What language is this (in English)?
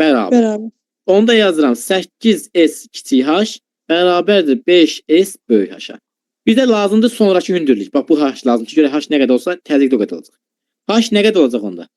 Azerbaijani